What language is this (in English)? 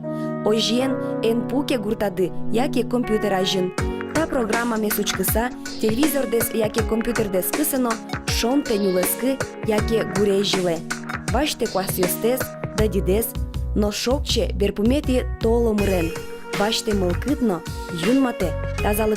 Udmurt